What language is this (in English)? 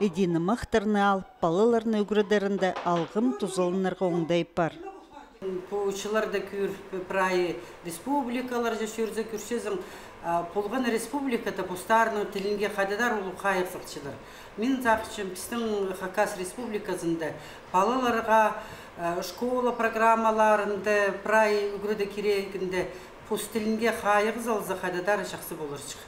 Khakas